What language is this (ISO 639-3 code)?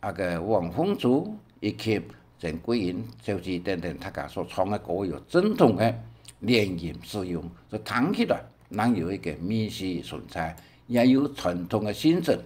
hak